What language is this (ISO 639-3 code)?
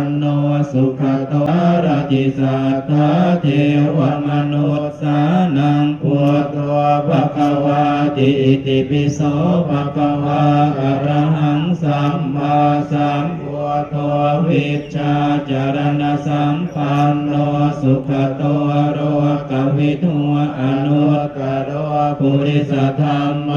pli